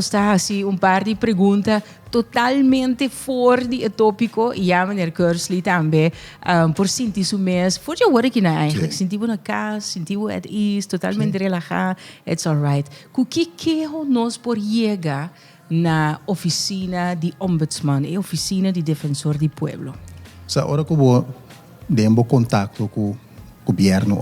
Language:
Papiamento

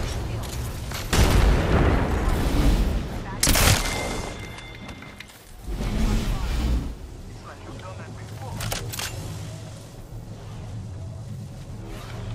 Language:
English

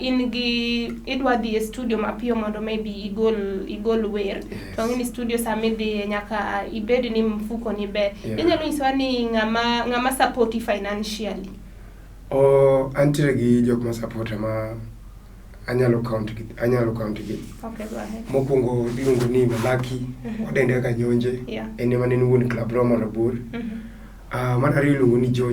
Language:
Luo (Kenya and Tanzania)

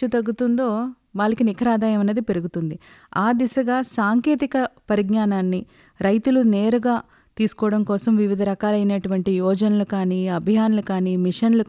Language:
Telugu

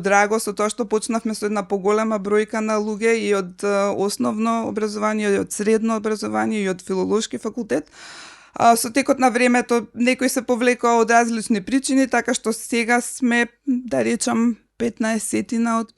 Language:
Macedonian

